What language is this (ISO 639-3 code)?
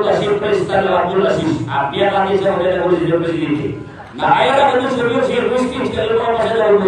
mrw